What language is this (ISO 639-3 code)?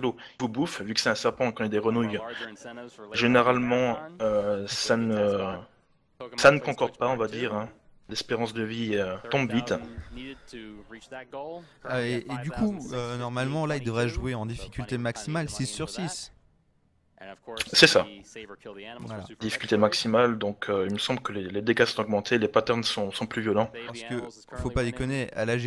fra